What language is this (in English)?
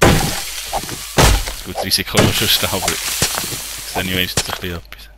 Swiss German